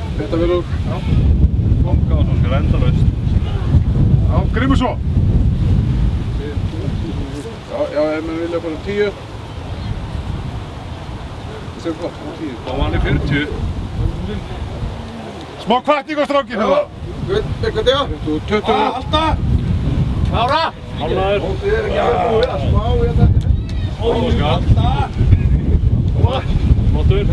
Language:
Icelandic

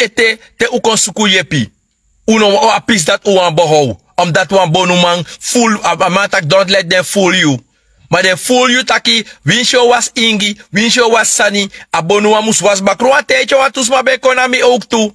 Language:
Sranan Tongo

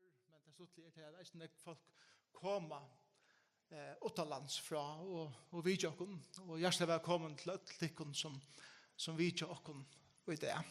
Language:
Faroese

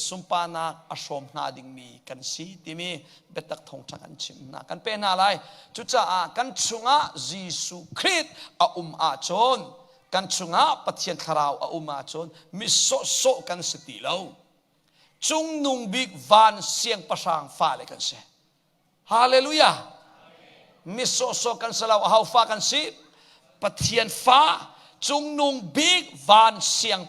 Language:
Hakha Chin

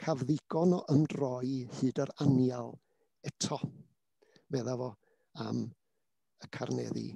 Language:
Welsh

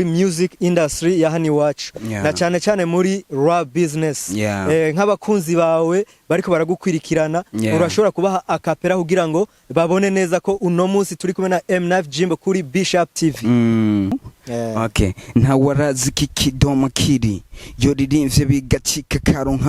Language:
Rundi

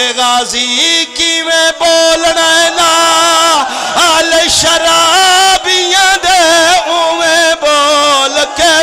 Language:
Pahari-Potwari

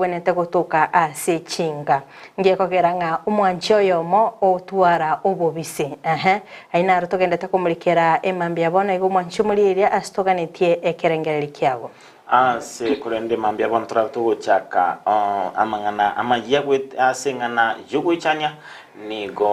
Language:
Gusii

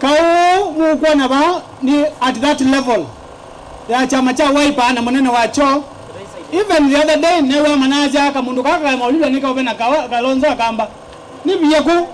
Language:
Kamba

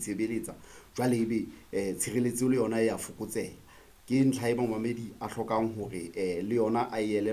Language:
Southern Sotho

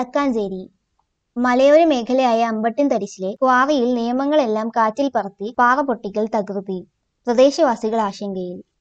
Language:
Malayalam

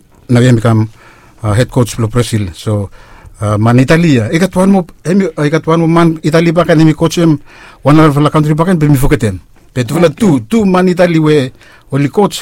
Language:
Bislama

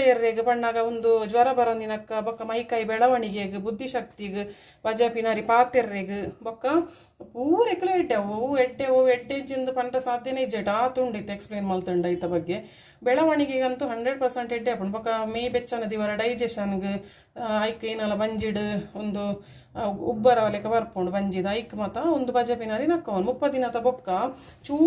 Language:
Tulu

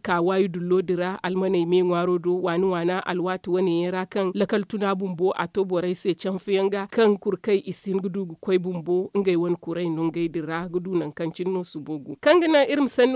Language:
Zarma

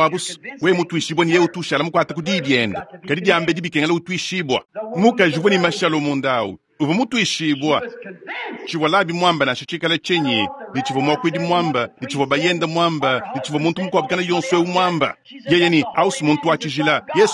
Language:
Luba-Lulua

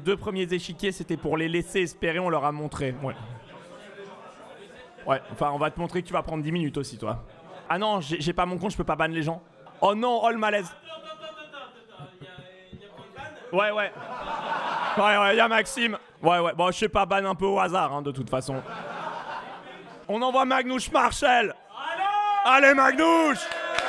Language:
French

